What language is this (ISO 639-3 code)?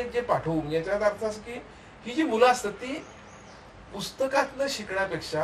mar